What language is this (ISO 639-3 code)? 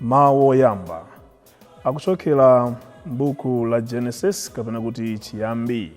nya